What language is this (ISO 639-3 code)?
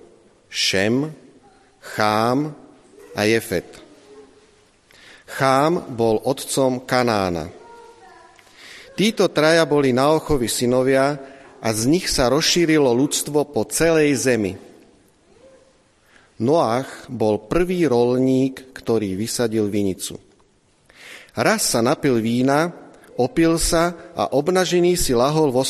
slk